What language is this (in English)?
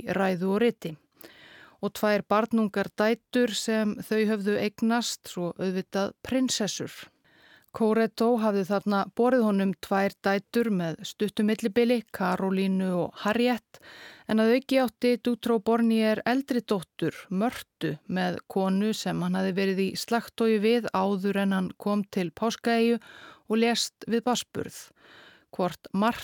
Icelandic